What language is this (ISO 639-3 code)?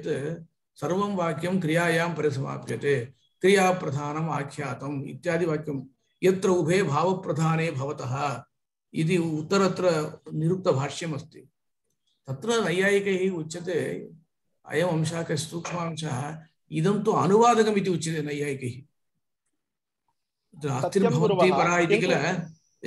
san